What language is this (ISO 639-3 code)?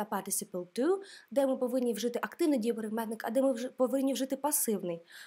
ukr